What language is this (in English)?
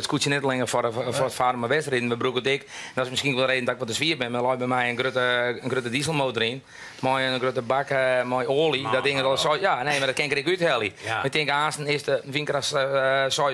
Western Frisian